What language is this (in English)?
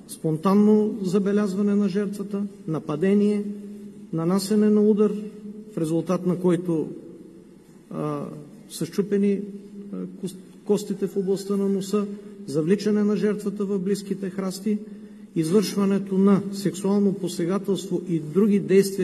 Bulgarian